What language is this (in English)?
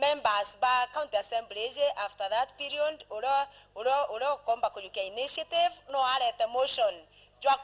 Meru